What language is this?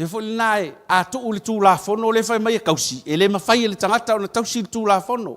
Samoan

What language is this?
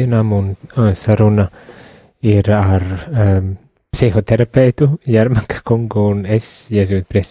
Latvian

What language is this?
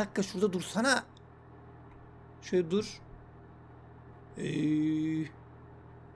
Turkish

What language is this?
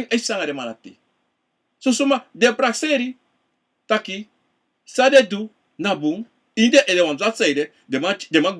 Sranan Tongo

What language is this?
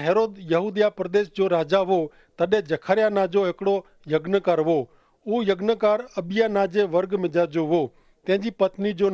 Kachhi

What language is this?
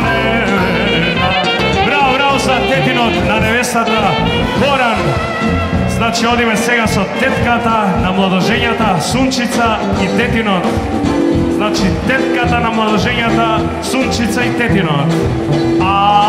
Macedonian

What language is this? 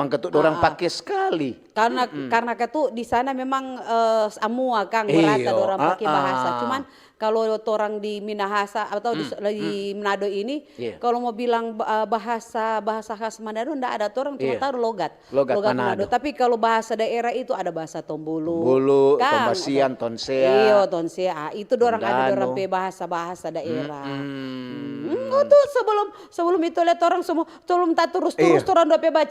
Manado Malay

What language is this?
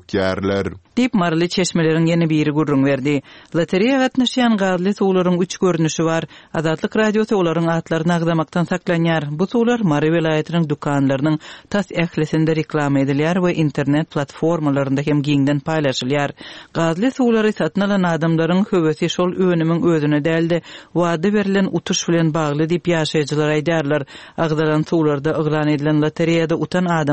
Turkmen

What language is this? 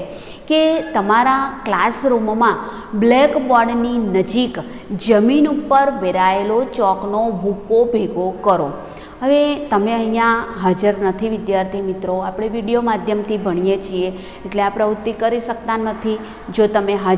Gujarati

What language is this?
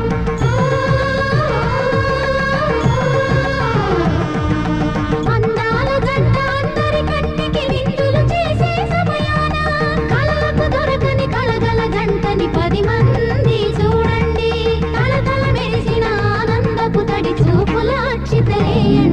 Telugu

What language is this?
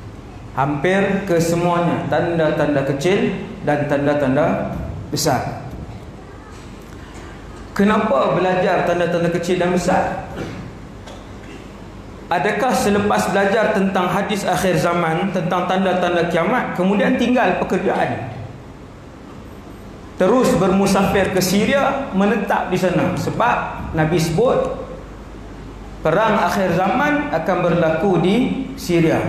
Malay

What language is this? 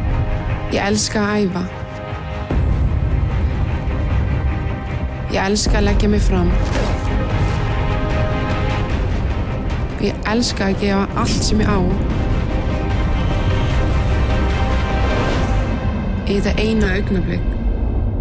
Icelandic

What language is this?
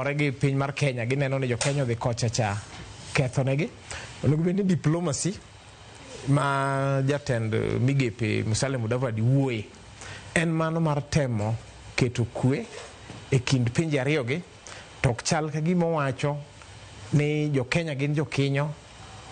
Luo (Kenya and Tanzania)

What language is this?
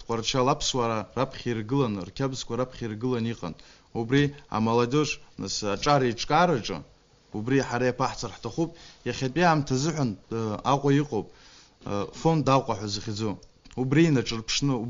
Abkhazian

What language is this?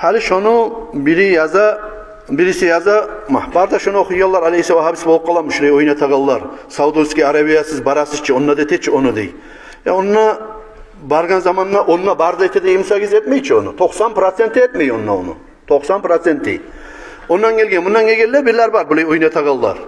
Kumyk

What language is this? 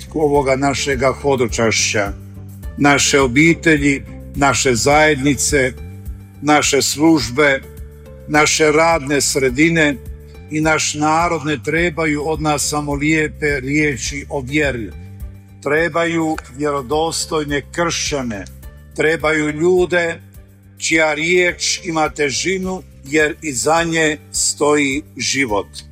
Croatian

